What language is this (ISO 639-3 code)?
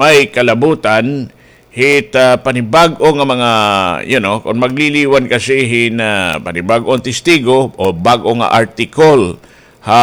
war